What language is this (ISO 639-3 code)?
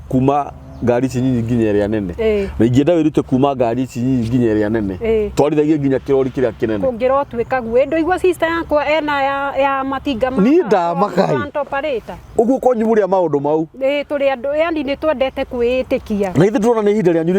kik